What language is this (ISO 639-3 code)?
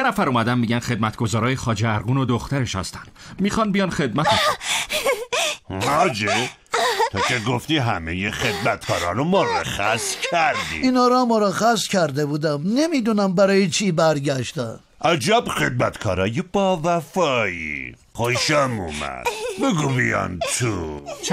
fas